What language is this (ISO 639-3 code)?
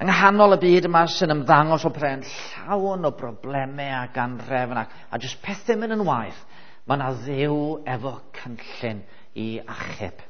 cym